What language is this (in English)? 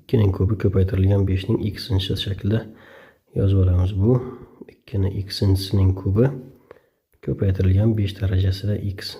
Uzbek